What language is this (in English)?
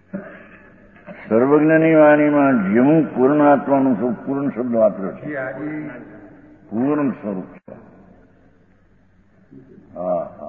Gujarati